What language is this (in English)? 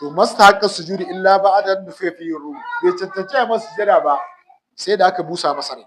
Hausa